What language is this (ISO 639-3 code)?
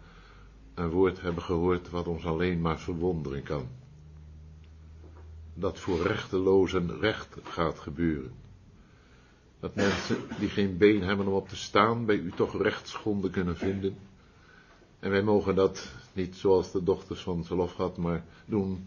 nld